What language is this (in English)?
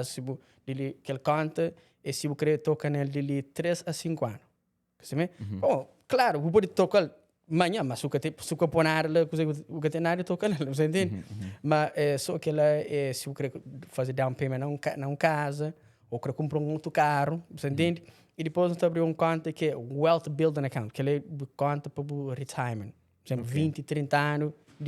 Kabuverdianu